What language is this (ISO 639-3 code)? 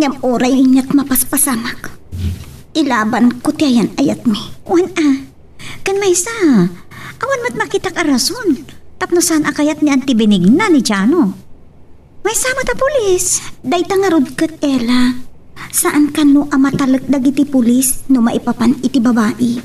ilo